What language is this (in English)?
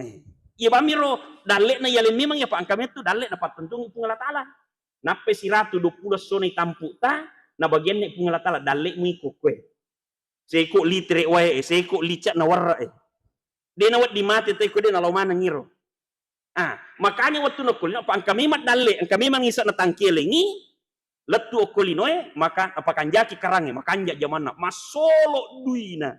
Buginese